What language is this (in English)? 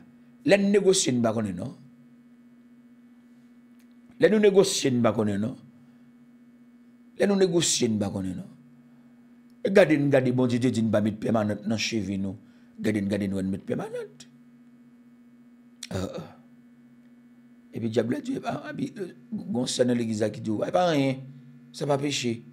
French